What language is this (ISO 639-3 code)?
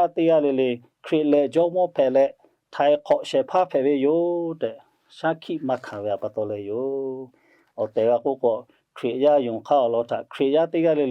lhu